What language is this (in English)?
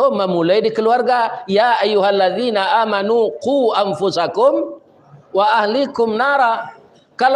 Minangkabau